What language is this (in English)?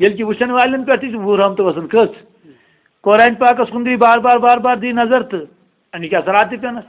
Kashmiri